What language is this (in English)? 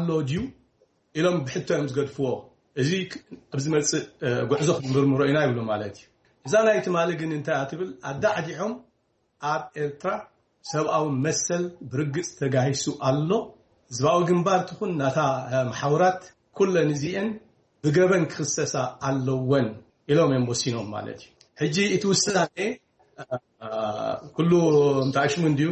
Tigrinya